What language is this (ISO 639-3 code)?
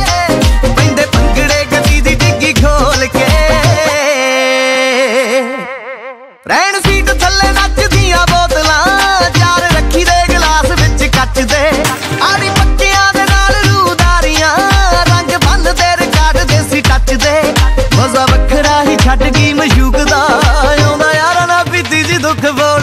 pan